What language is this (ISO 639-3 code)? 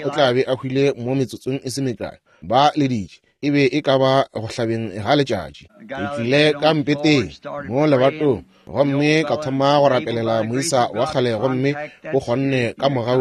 nso